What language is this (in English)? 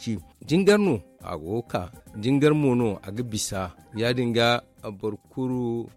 Zarma